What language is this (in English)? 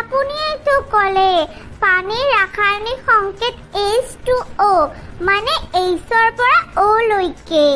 Assamese